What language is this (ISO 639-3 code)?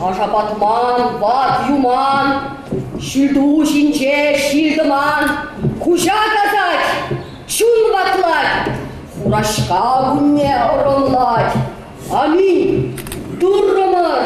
chv